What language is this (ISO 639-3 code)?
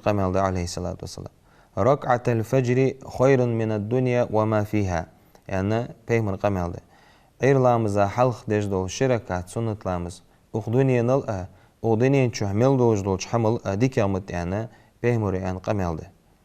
inh